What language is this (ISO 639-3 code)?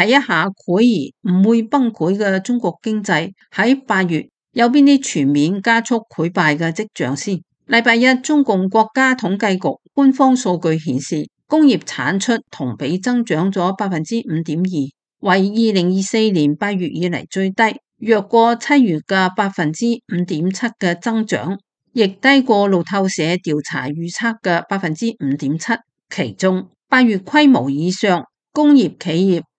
yue